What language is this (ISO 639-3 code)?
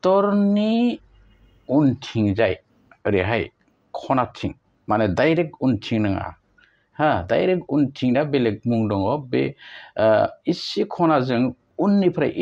brx